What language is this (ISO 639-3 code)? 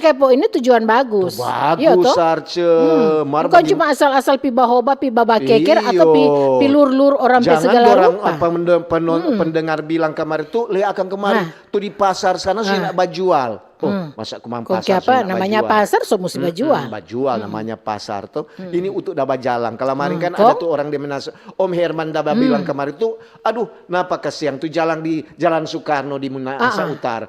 xmm